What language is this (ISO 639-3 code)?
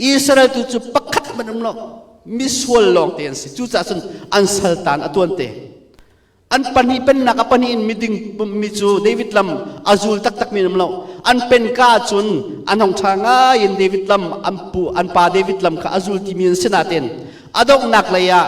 cnh